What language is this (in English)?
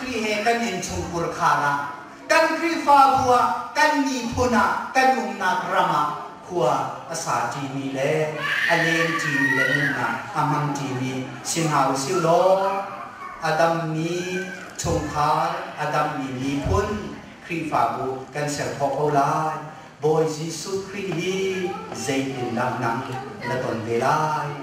Hakha Chin